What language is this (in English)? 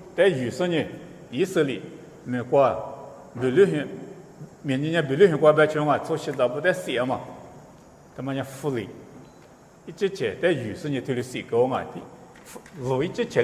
Lisu